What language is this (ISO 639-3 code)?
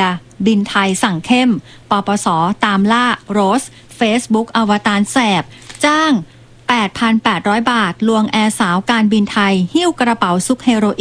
tha